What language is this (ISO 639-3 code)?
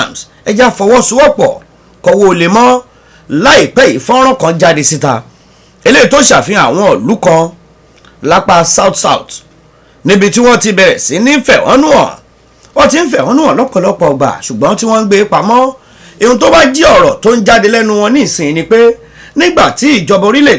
yor